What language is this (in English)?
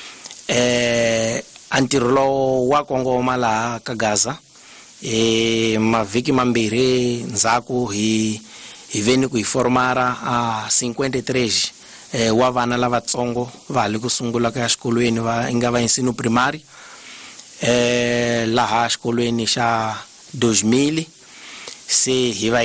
Tsonga